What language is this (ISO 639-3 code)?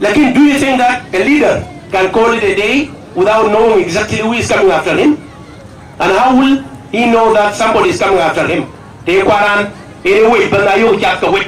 din